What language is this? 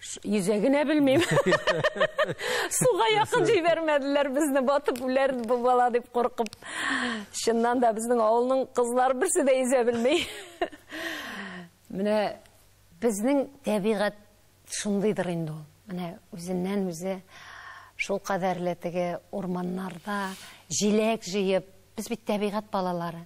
Tatar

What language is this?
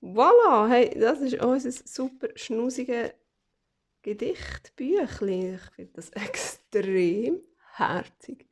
Swiss German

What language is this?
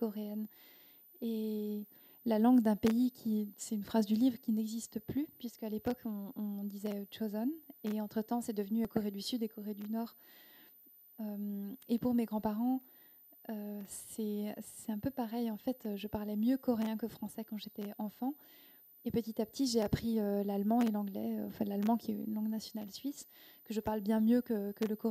French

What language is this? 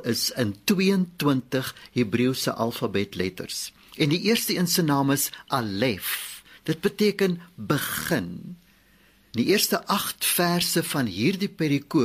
Afrikaans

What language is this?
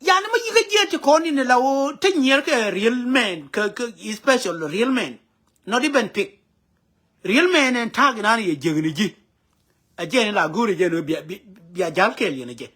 Nuer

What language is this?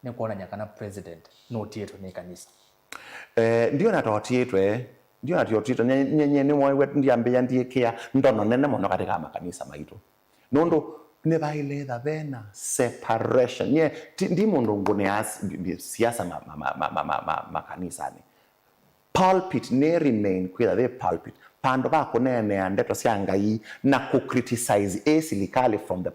Kamba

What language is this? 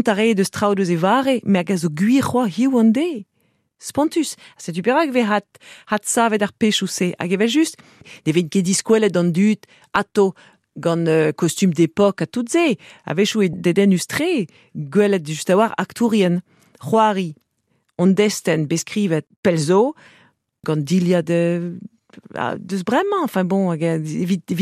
Breton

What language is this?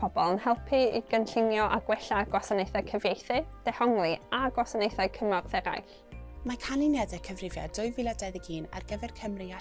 Welsh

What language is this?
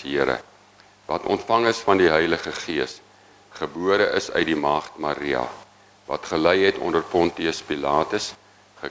Afrikaans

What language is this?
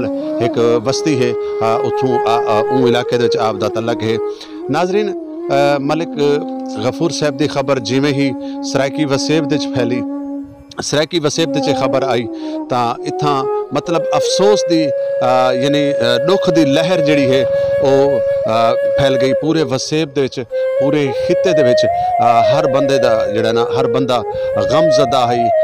Saraiki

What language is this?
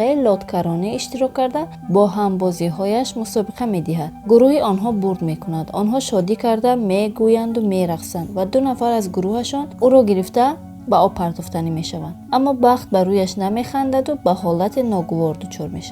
Tajik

